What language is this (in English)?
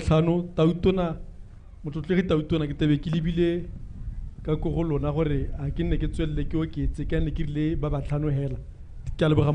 Tswana